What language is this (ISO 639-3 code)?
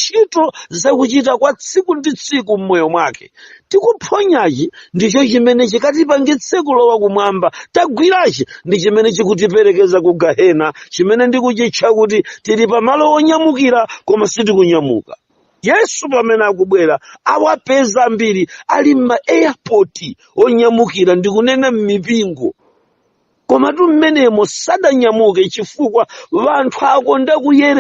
nya